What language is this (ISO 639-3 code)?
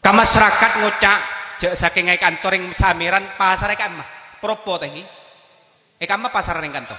mad